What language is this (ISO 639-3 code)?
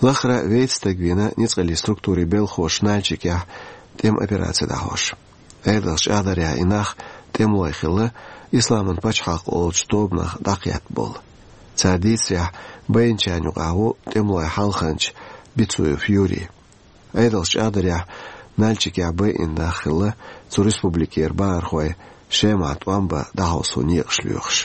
che